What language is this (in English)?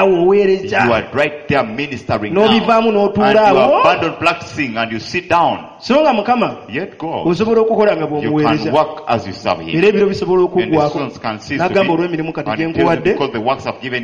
Ganda